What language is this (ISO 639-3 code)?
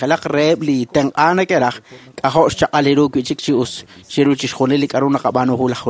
kek